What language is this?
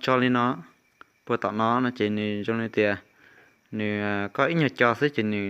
Hmong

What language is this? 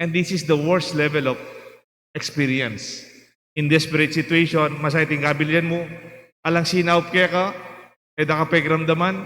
Pampanga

